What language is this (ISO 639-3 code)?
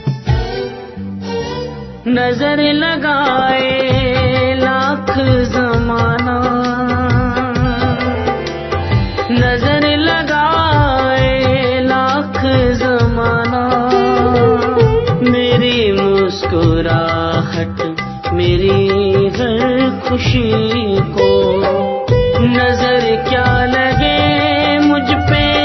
hin